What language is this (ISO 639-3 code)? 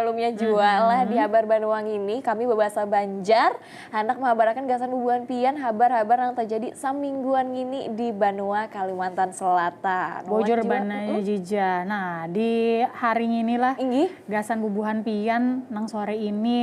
bjn